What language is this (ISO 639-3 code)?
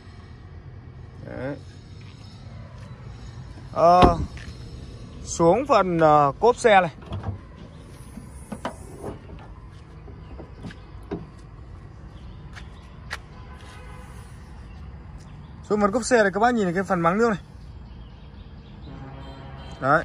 vie